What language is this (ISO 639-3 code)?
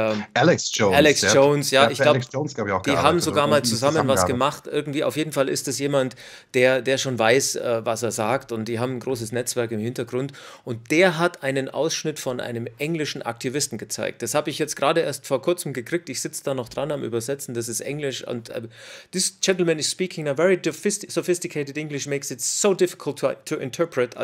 deu